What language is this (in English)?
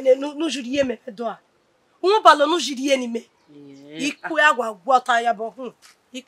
Bini